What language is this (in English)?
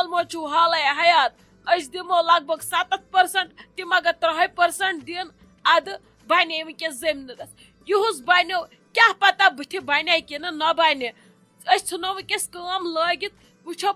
Kashmiri